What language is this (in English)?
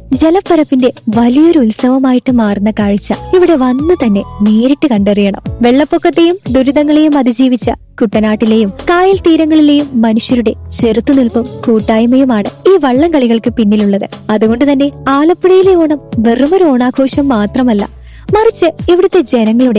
Malayalam